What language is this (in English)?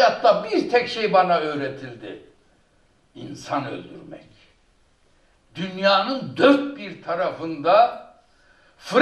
Turkish